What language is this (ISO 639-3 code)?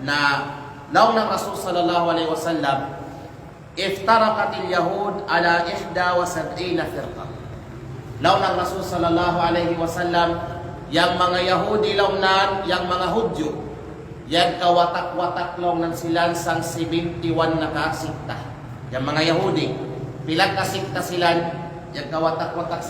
kqe